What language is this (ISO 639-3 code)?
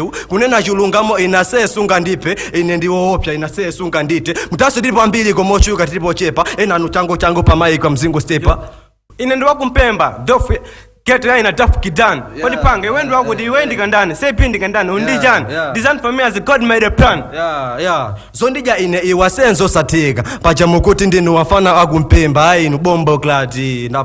nya